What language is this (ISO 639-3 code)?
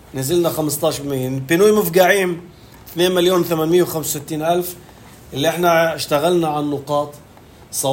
apc